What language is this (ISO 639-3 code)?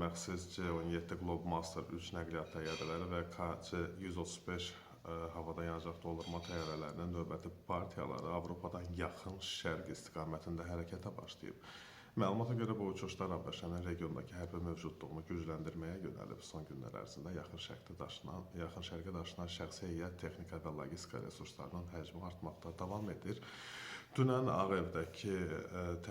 aze